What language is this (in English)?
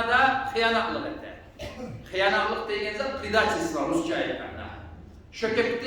Kumyk